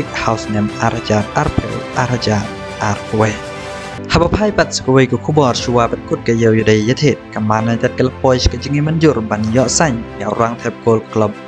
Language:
Khasi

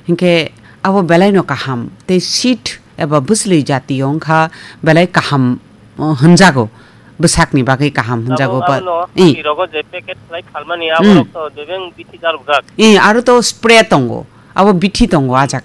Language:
Kok Borok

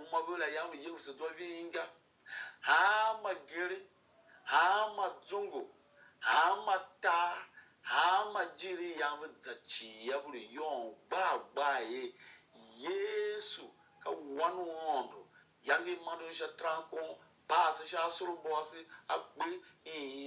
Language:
Tiv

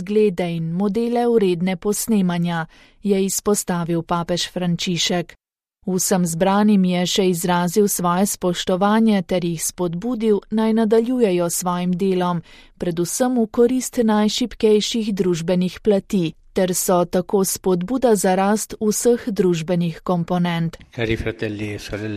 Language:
Slovenian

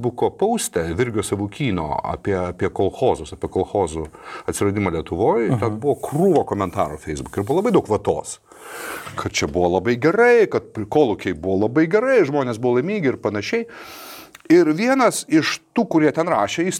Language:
Lithuanian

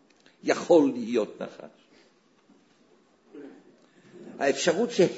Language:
Hebrew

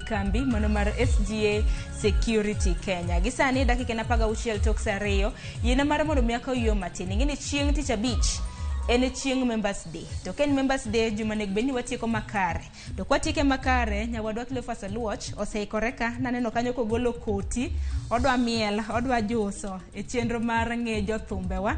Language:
Luo (Kenya and Tanzania)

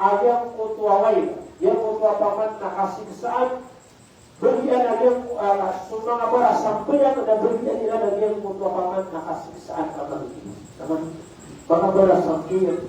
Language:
Maranao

